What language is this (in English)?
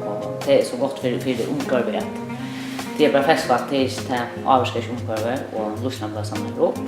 Faroese